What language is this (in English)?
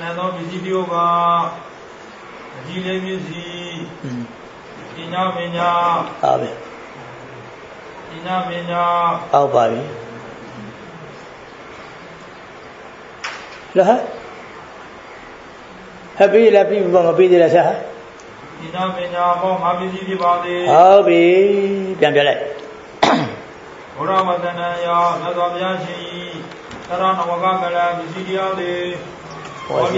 Burmese